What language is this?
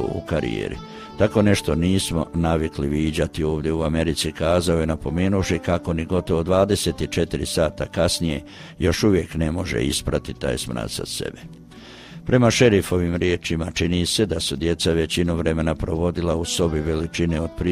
Croatian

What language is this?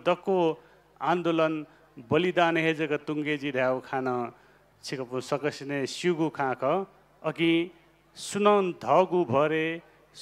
Newari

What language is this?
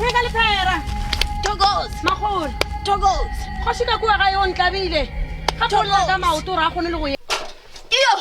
Northern Sotho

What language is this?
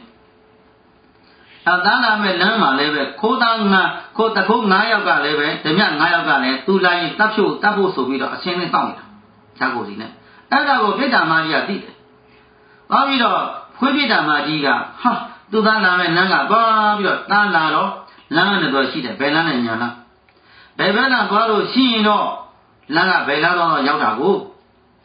Burmese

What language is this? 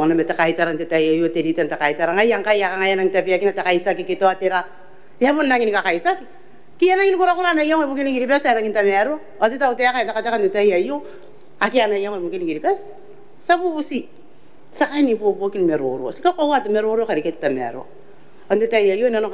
Gilbertese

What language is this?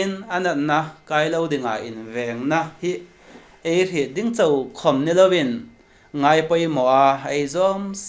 Hmar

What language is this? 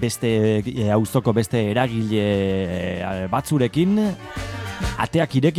Basque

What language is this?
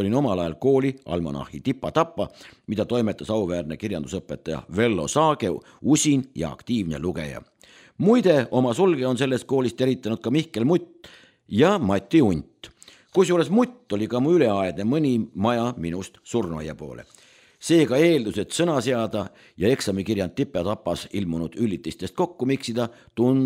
Estonian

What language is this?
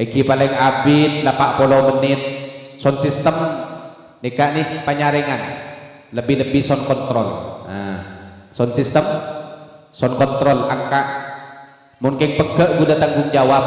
Madurese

